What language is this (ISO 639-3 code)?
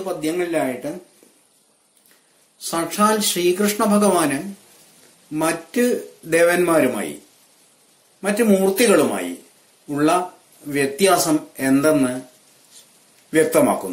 mal